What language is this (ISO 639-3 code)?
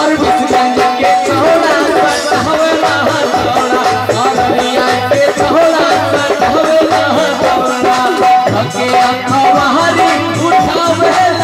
bho